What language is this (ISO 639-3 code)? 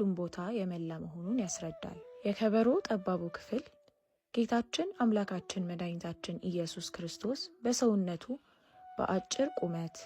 amh